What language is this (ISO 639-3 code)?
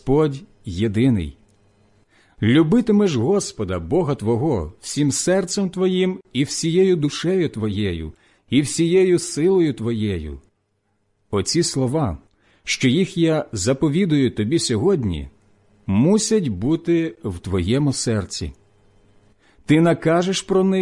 ukr